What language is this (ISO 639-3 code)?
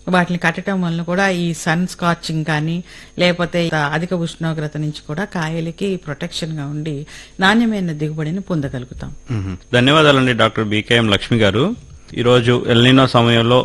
tel